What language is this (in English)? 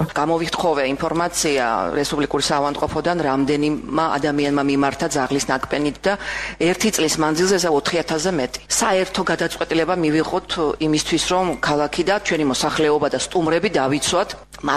Georgian